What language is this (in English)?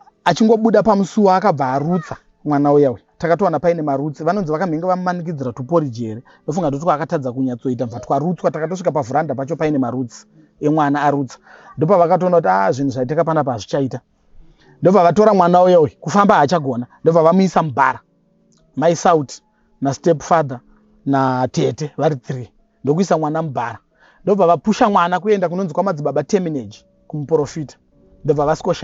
Shona